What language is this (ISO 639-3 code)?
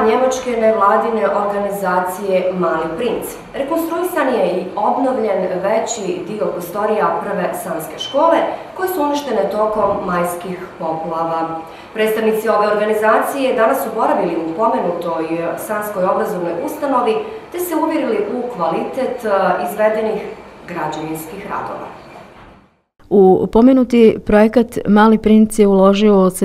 bos